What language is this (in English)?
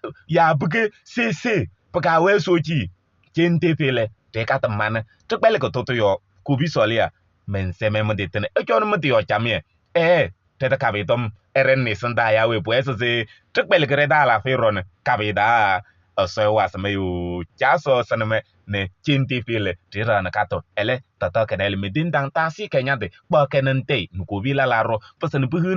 Kabiyè